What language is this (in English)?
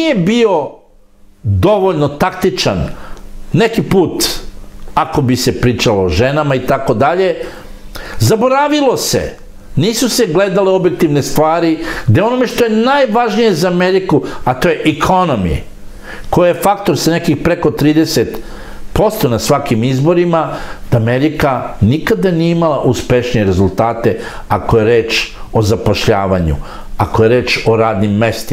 Serbian